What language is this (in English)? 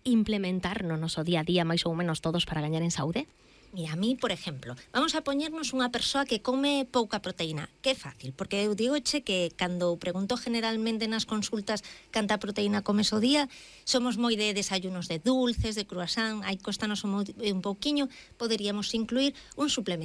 Galician